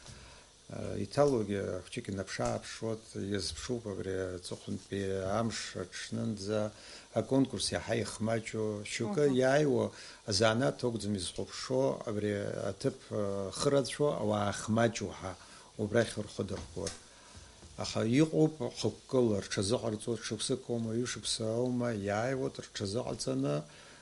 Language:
Abkhazian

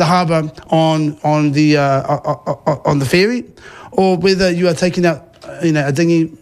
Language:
Māori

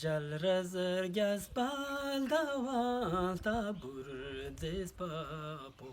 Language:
Ladakhi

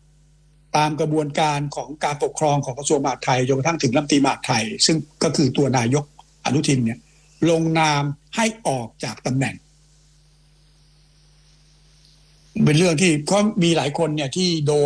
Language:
Thai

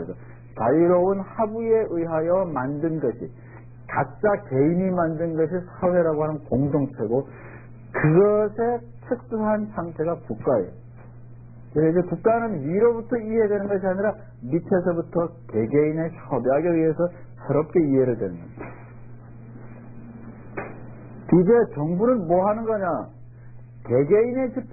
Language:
Korean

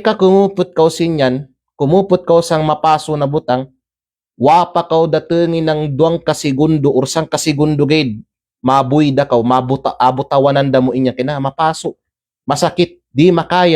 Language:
Kalagan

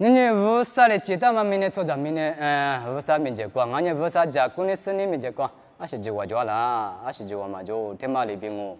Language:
Lisu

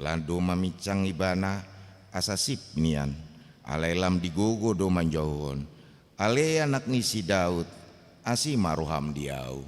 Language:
Batak Toba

